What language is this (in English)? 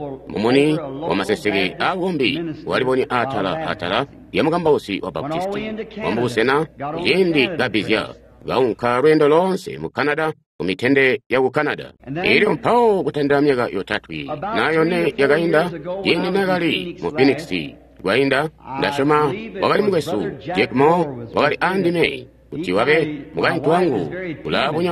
Tonga (Zambia)